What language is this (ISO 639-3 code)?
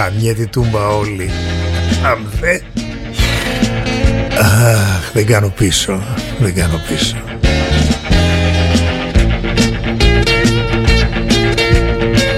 ell